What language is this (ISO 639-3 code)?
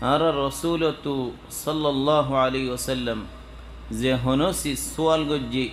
rhg